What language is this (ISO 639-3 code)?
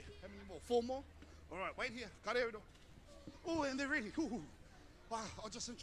mri